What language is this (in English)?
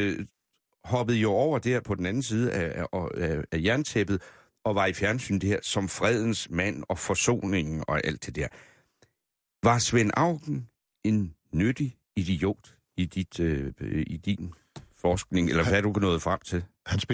Danish